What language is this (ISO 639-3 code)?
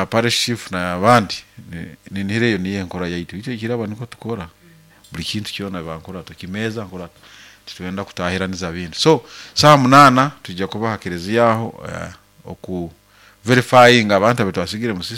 nyo